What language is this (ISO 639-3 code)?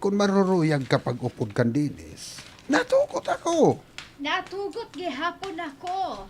war